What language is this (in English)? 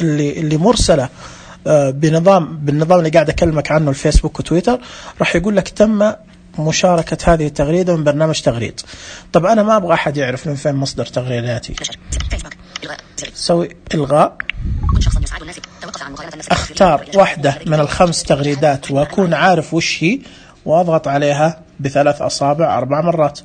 Najdi Arabic